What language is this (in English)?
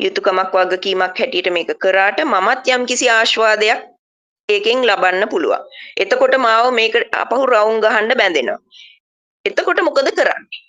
Sinhala